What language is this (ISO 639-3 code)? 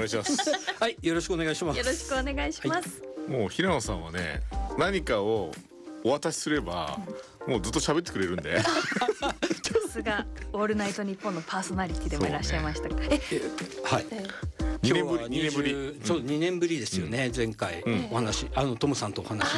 jpn